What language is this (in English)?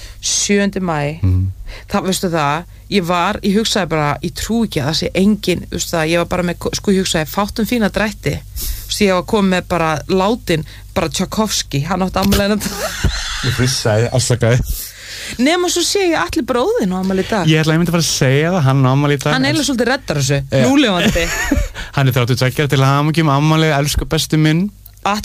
Icelandic